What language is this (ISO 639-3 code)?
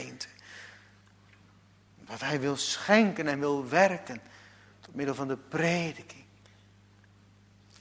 nld